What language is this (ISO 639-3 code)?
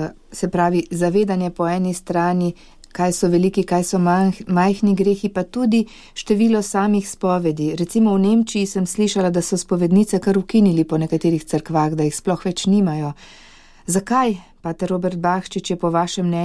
slv